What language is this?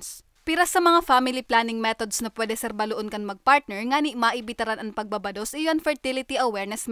Bikol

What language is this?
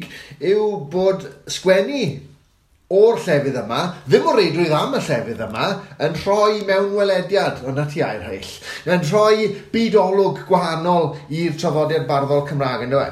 Welsh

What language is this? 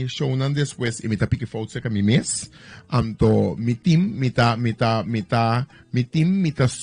Papiamento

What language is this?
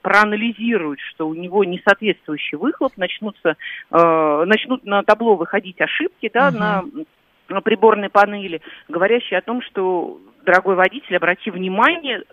Russian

